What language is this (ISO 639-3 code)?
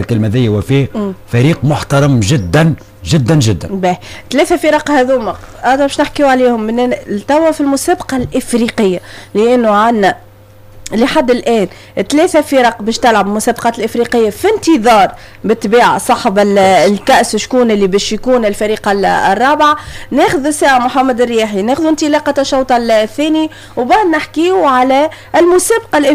aeb